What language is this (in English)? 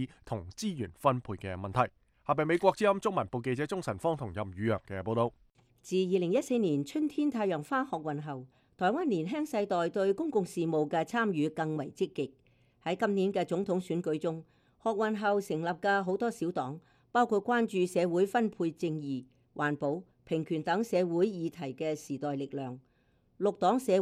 Cantonese